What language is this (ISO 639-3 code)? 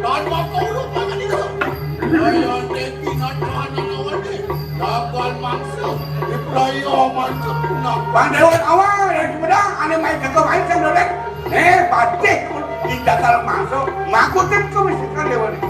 ban